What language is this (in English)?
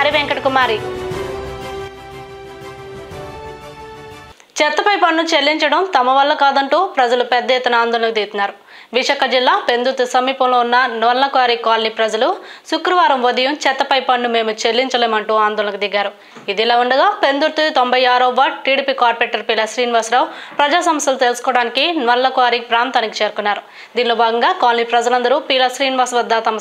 Telugu